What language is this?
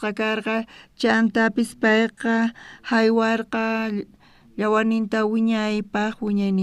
South Bolivian Quechua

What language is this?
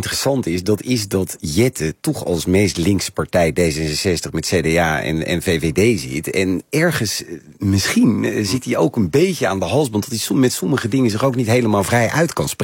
Dutch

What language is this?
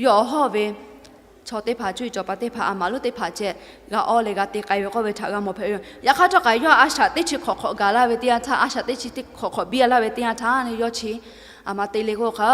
Lahu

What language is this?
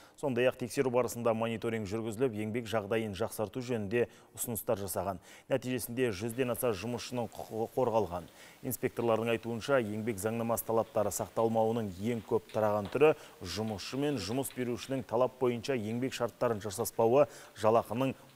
Kazakh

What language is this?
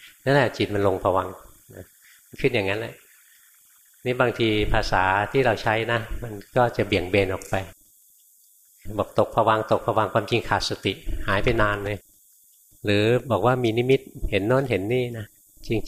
Thai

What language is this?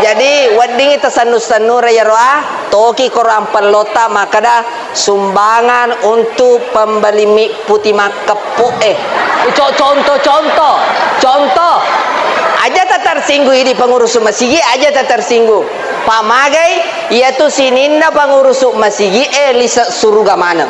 Buginese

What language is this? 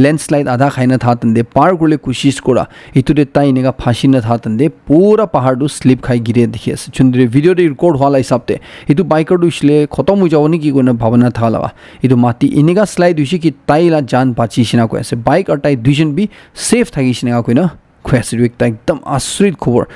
Naga Pidgin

